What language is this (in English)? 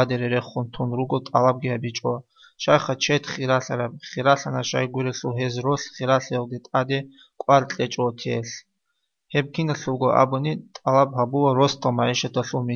Avaric